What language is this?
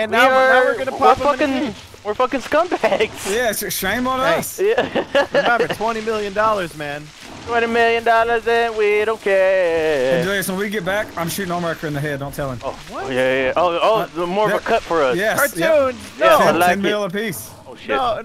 English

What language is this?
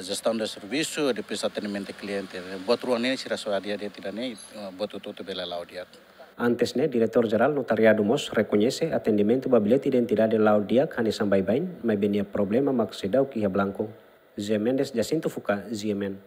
Tetum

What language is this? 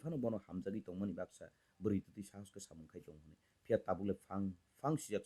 Kok Borok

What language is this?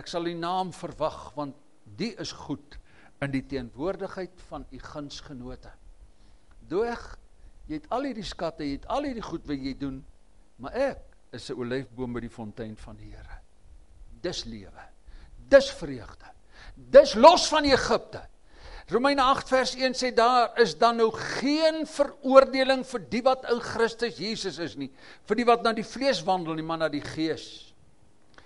Afrikaans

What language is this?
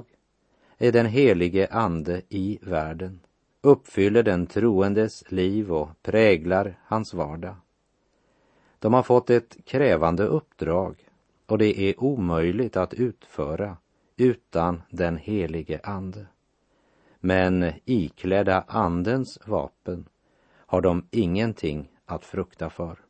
Swedish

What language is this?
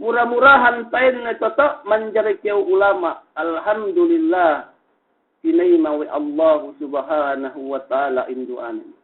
Yakan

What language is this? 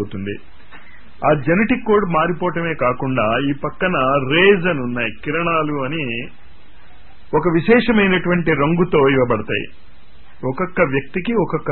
Telugu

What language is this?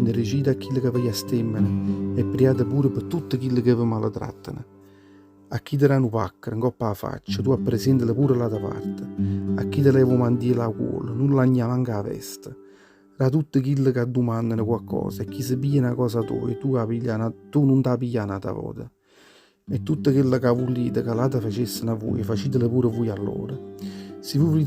Neapolitan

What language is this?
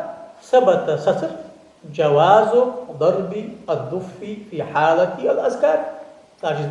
Ingush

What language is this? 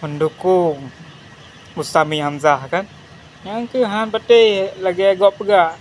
Achinese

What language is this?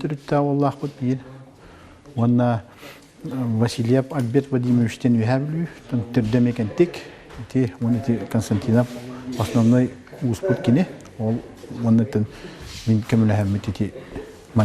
Yakut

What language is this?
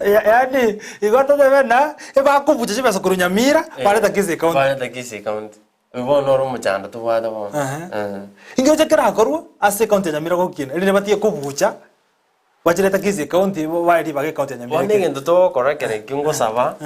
Gusii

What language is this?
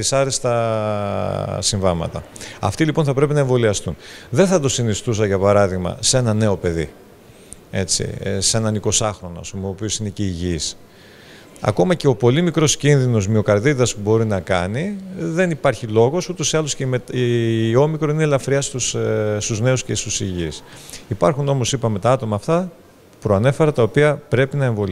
Greek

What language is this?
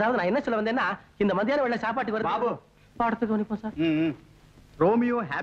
Tamil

